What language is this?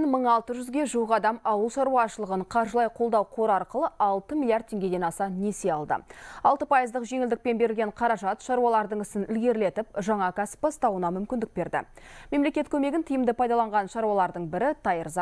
Kazakh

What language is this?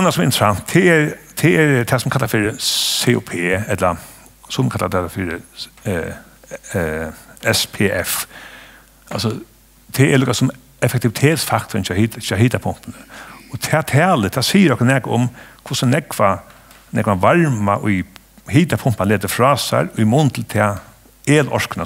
Faroese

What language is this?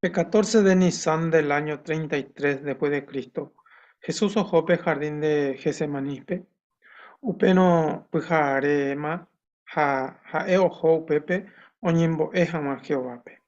Guarani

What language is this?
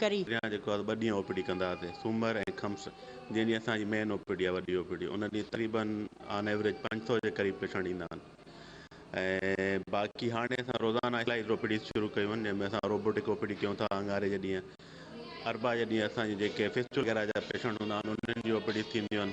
Sindhi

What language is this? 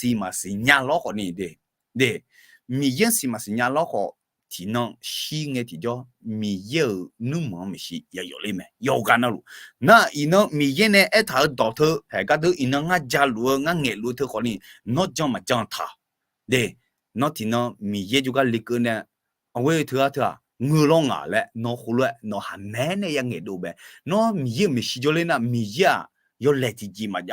Akha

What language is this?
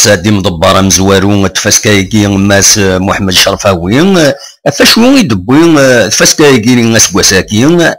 Kabyle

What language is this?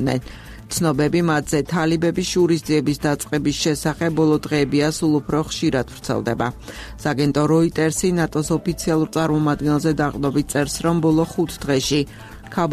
Georgian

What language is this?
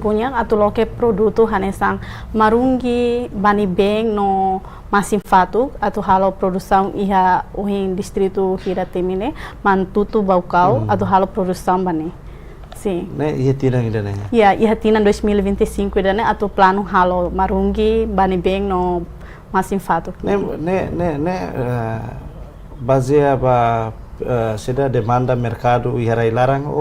Tetum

